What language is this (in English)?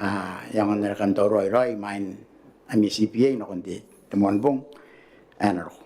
Gilbertese